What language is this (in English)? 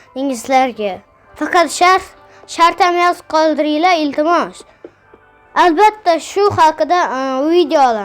Uzbek